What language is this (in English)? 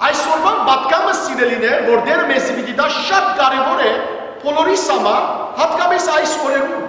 Western Armenian